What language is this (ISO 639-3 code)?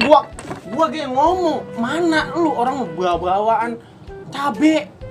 bew